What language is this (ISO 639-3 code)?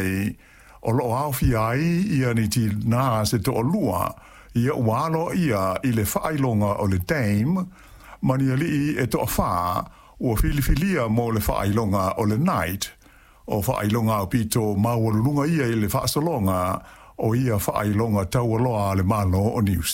smo